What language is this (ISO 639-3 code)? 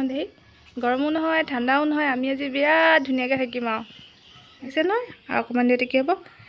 asm